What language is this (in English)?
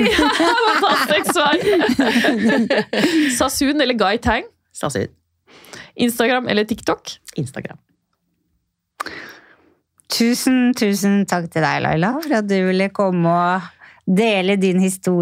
Norwegian